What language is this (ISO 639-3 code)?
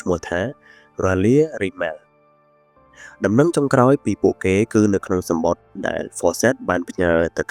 khm